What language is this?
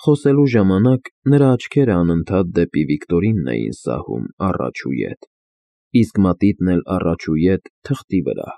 Armenian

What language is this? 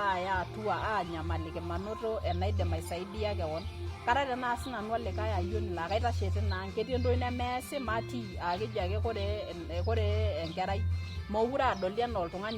Masai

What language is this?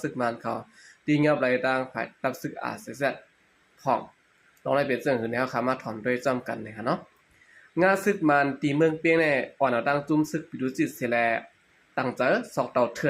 Shan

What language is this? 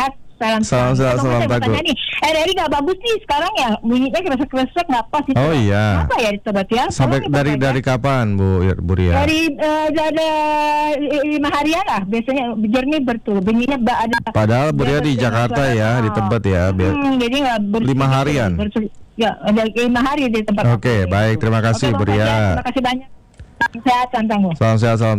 Indonesian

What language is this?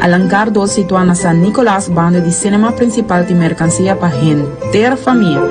Papiamento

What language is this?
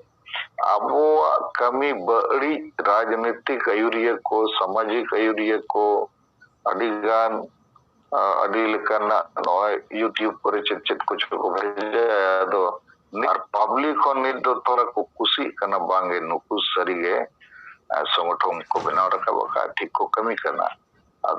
Santali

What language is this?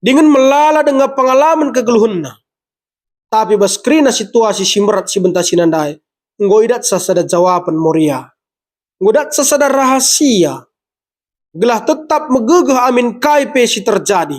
Batak Karo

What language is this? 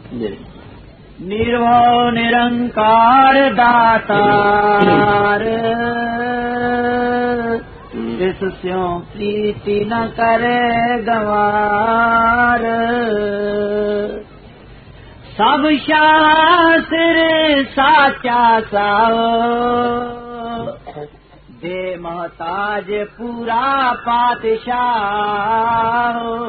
Urdu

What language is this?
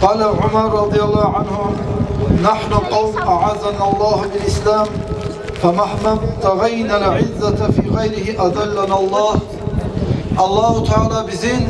Kumyk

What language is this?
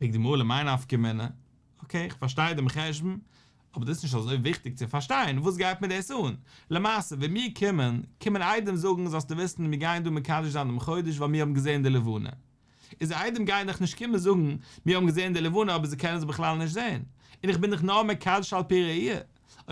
Yiddish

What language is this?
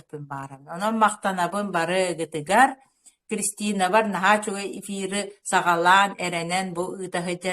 Yakut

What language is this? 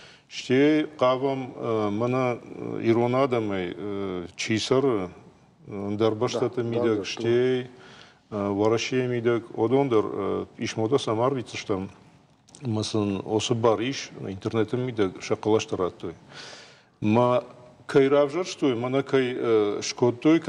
Ossetic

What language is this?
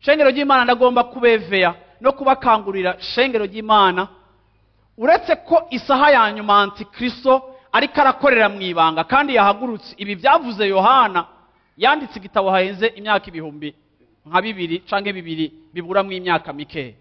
Rundi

